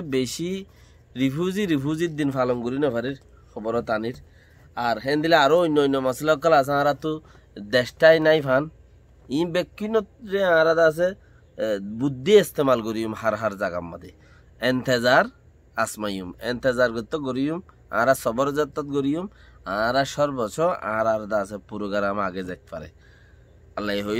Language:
Rohingya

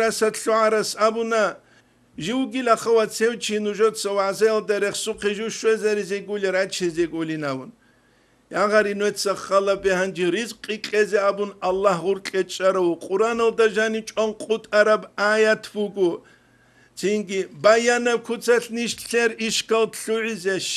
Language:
Avaric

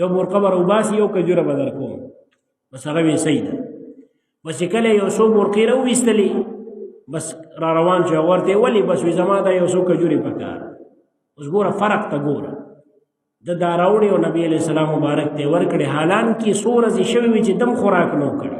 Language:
Pashto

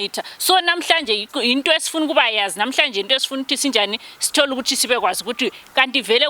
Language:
Shona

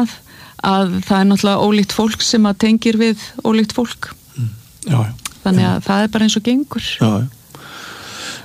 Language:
Icelandic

